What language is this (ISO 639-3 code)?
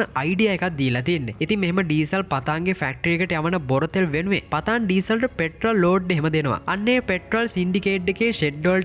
sin